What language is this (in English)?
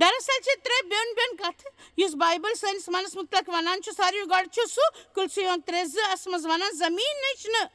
Kashmiri